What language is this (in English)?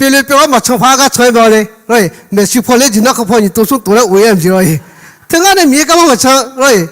Akha